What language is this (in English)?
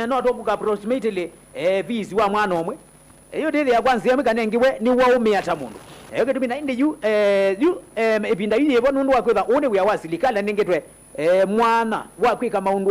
Kamba